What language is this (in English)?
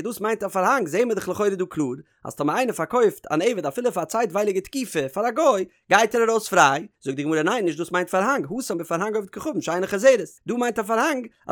Yiddish